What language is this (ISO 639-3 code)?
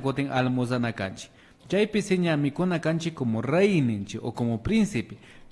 qvi